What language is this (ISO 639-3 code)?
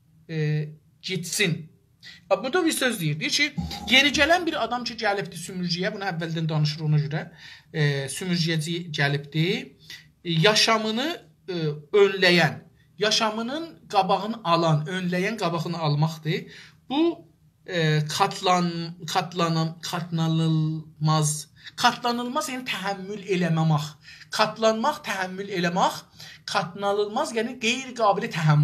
azb